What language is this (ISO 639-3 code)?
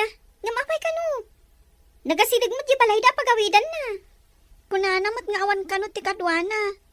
ilo